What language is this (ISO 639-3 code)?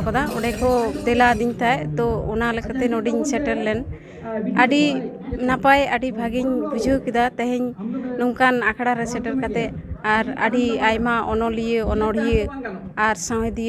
sat